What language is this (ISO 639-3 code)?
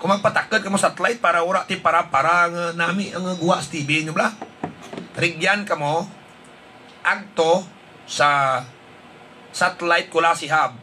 hil